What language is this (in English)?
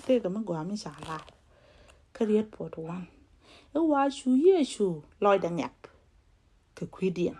Nuer